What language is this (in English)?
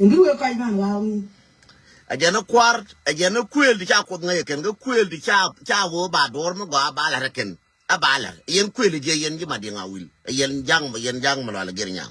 Nuer